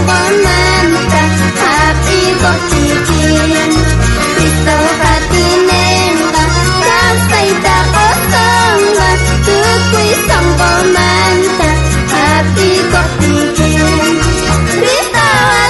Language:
South Bolivian Quechua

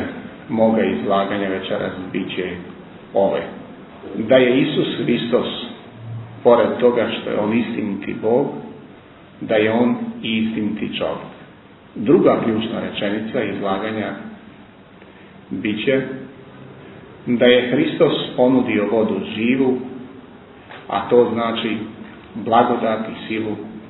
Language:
Serbian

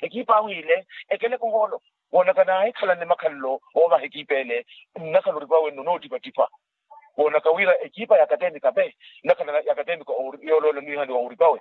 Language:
Makhuwa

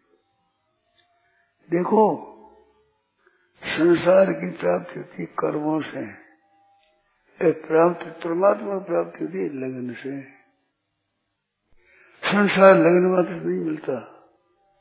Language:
Hindi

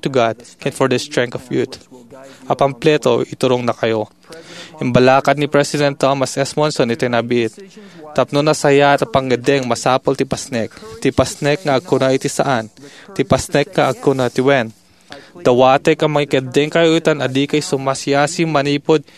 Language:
Iloko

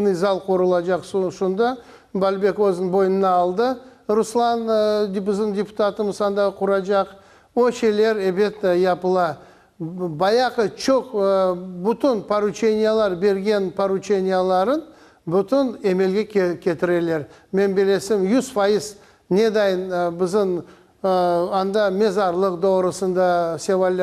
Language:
Crimean Tatar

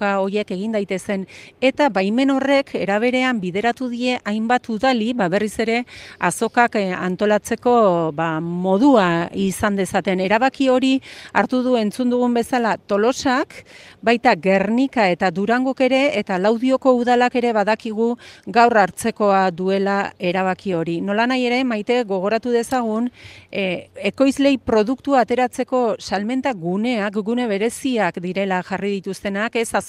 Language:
Basque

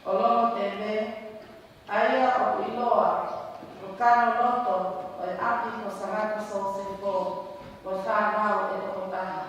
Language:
Tongan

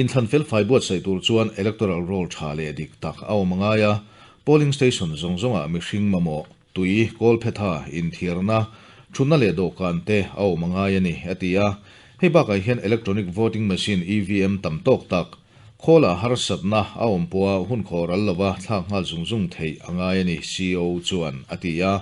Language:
Mizo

